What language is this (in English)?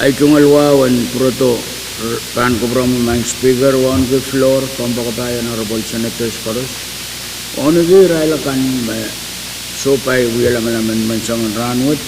Pohnpeian